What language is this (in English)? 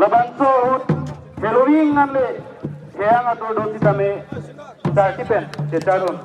Karbi